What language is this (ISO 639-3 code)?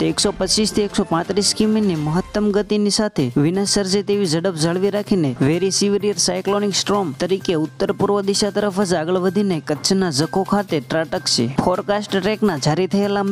guj